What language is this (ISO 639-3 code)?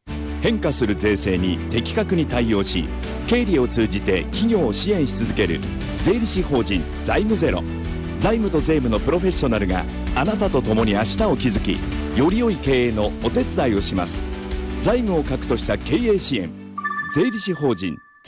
jpn